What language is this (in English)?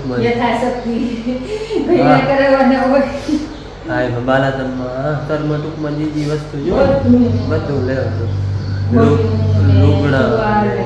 Gujarati